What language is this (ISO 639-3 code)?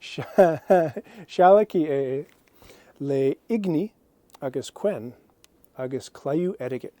gla